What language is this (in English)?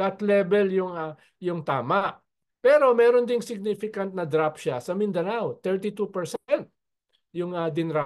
Filipino